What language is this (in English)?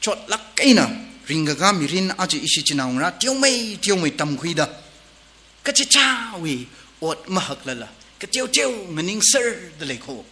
Tangkhul Naga (India)